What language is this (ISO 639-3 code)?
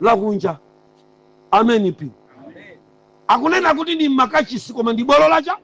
nya